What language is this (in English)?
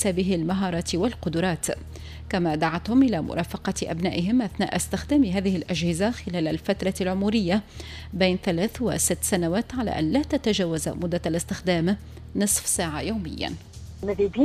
Tunisian Arabic